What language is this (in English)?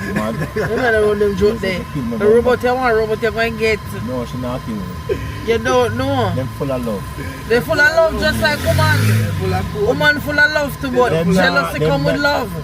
Jamaican Creole English